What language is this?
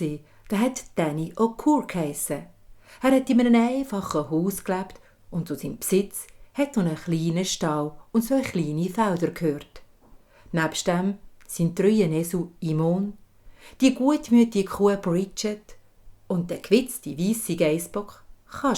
Swiss German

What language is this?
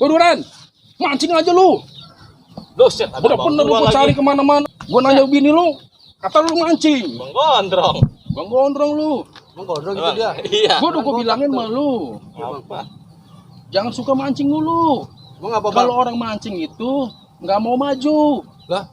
Betawi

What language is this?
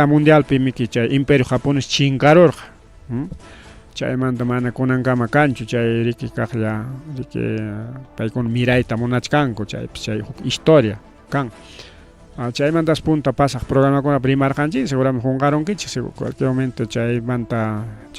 Ayacucho Quechua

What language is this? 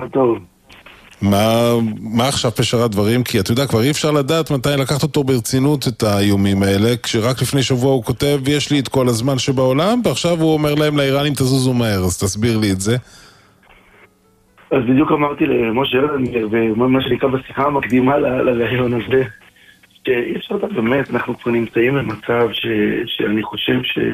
Hebrew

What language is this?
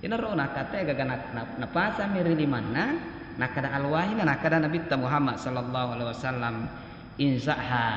Buginese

